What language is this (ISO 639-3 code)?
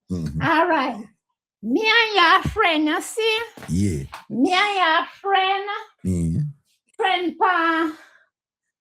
jam